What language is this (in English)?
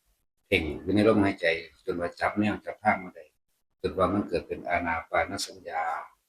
Northeastern Thai